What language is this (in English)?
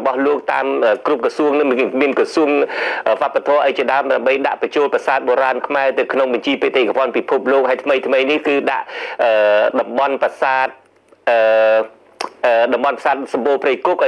Khmer